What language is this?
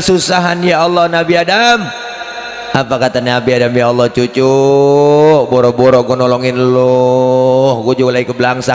Betawi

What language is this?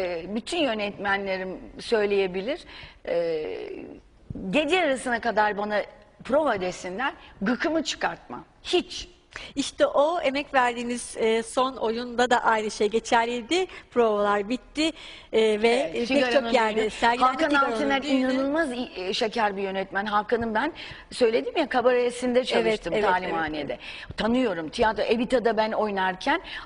Turkish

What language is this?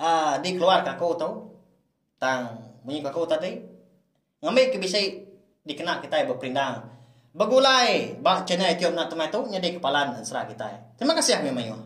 Iban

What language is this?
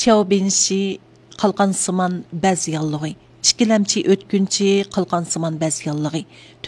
Uyghur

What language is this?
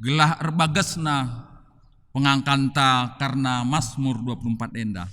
Batak Karo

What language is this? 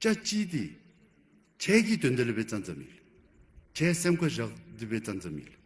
Dzongkha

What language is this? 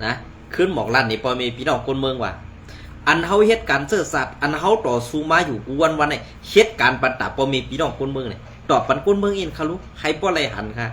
Shan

